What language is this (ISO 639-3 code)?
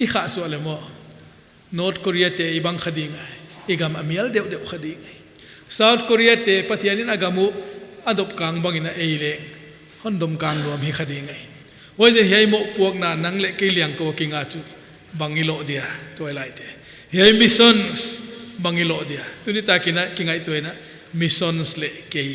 pck